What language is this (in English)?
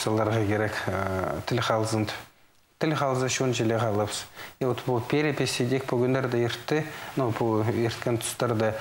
Khakas